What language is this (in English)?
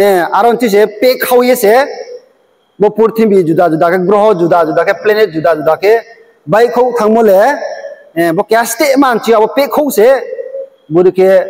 Riang (India)